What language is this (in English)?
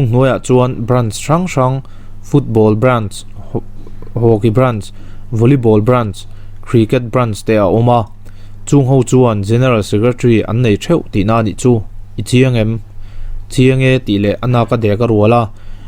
Mizo